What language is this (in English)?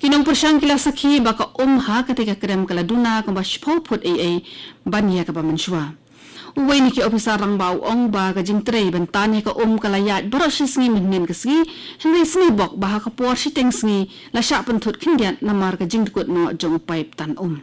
Khasi